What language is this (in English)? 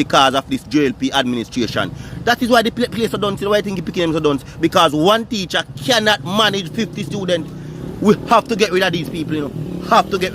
Jamaican Creole English